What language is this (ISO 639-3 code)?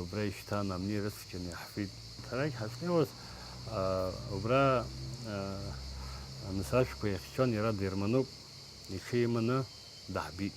abk